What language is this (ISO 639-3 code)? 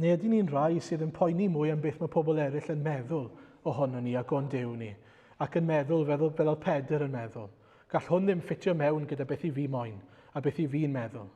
cym